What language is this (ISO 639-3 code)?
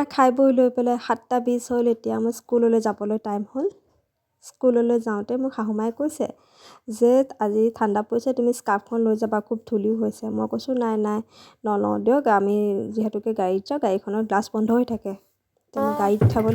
asm